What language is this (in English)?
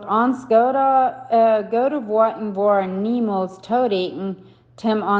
Plautdietsch